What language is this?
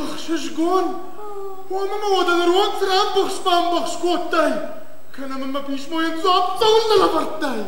Ossetic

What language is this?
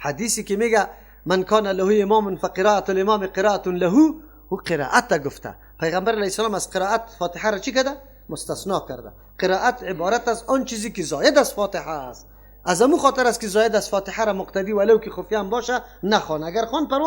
Persian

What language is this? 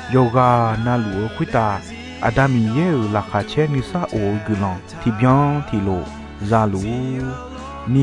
Akha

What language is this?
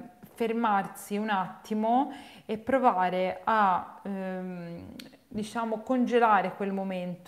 Italian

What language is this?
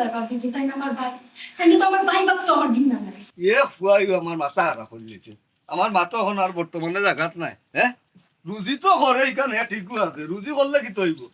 Sylheti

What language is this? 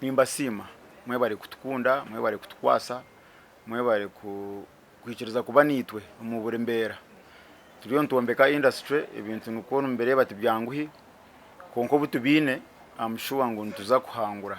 Nyankole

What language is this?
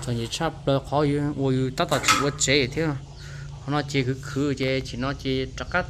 Hmong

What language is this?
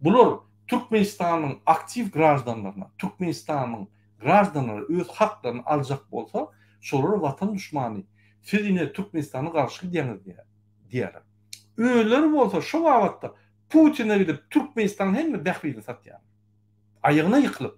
Turkmen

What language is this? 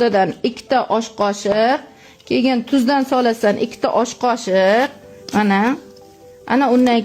Uzbek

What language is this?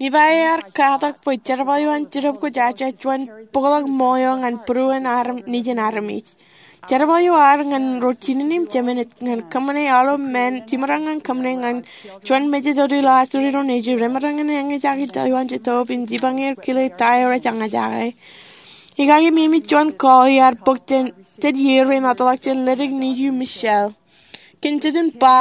Marshallese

